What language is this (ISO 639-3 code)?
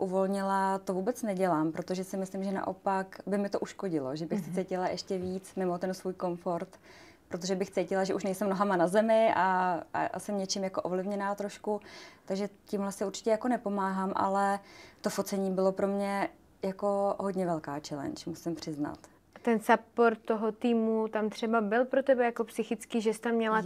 ces